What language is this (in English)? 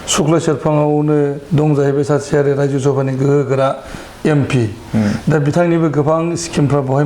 Bodo